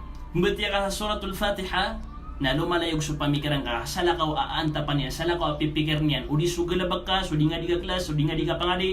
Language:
Maranao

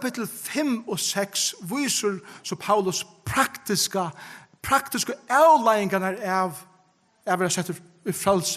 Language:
Faroese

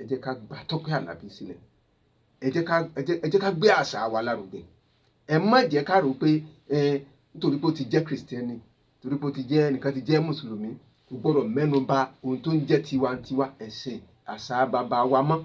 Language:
Yoruba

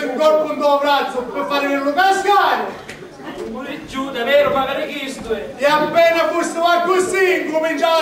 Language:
Sicilian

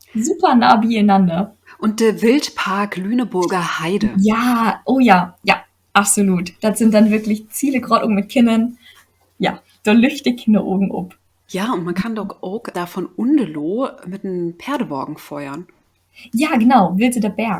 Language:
Low German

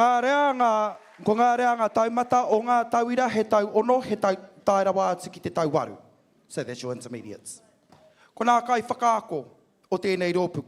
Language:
Māori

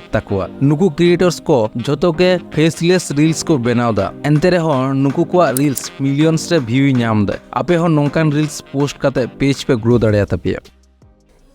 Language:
Santali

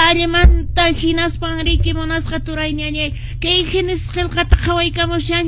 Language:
Quechua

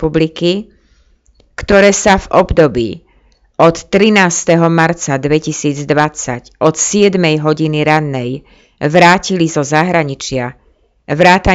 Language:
Slovak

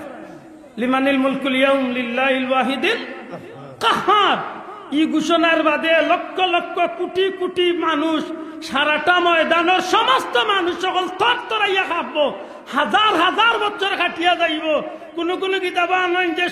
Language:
Sylheti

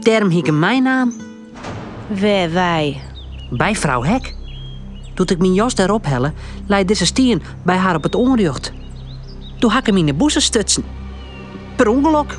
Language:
Western Frisian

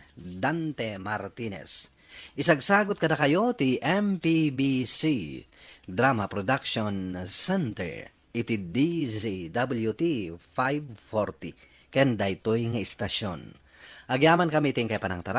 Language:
Iloko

